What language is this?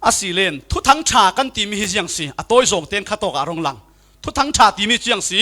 Falam Chin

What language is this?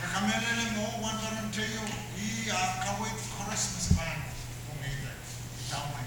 Pohnpeian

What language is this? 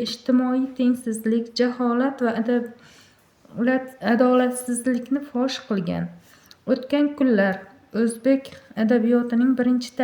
Uzbek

